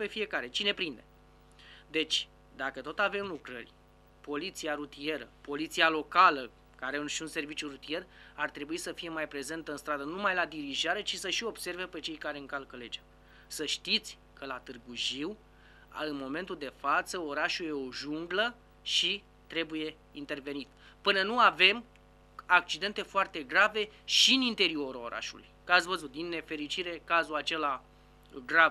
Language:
Romanian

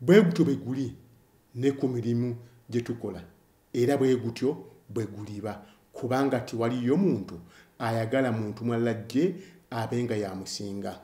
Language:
Ganda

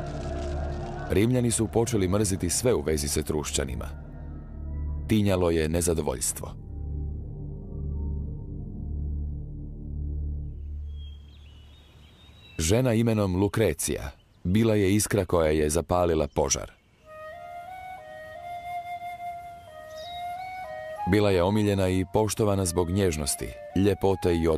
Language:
Croatian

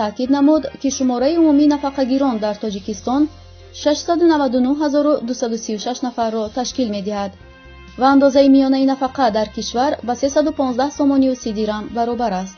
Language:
Tajik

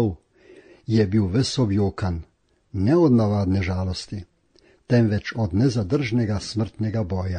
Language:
Slovenian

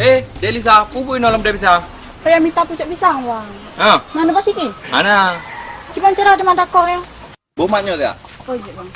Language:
Achinese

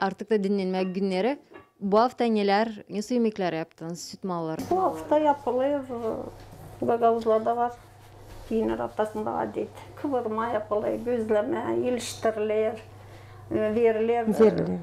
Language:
Gagauz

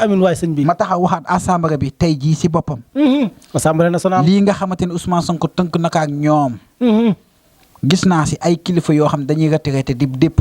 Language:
Wolof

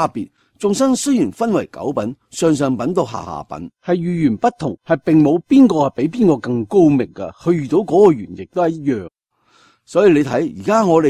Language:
Cantonese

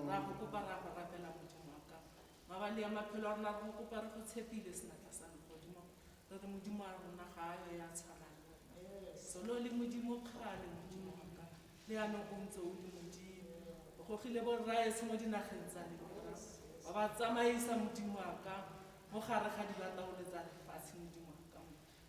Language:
Tswana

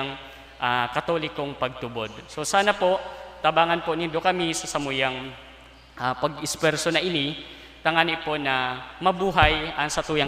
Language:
Bikol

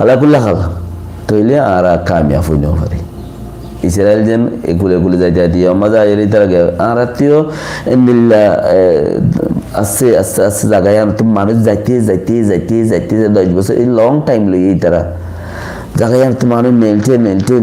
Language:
Rohingya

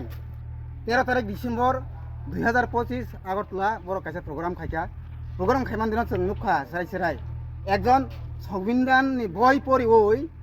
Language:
Kok Borok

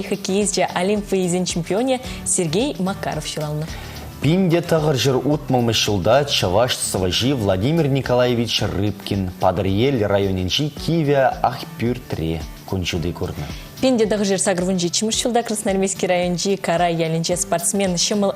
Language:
Chuvash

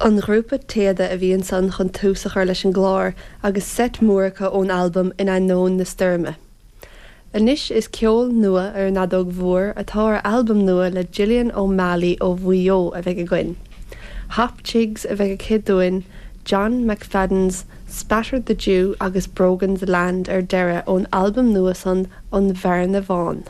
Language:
Irish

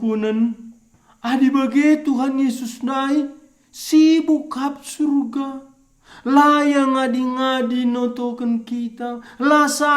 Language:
Batak Karo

